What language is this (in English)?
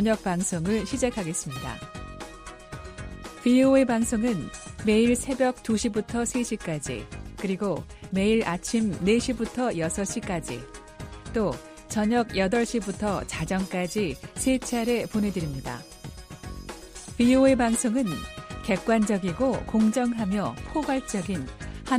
Korean